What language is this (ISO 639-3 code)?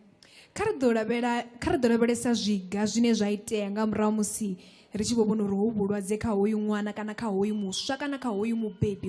ven